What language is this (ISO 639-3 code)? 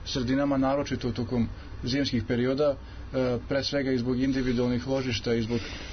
srp